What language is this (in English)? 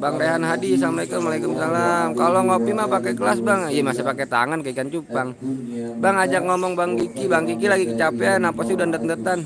Betawi